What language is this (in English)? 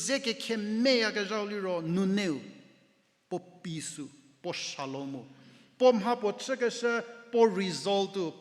Angami Naga